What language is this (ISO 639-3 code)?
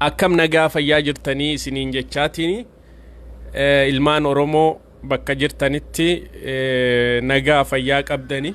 orm